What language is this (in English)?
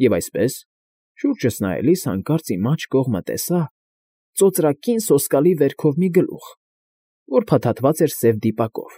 Armenian